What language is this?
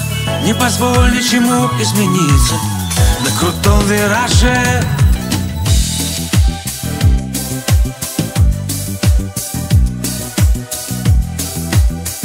Russian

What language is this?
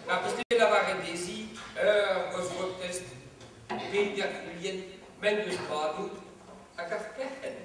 Breton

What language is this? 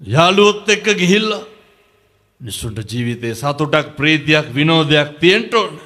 Sinhala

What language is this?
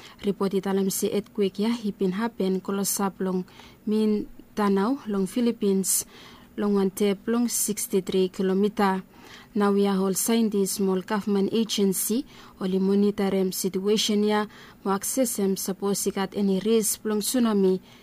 Bislama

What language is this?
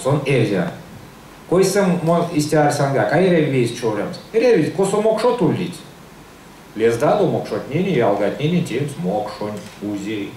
Erzya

